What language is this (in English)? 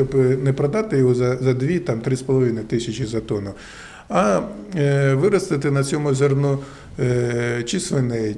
Ukrainian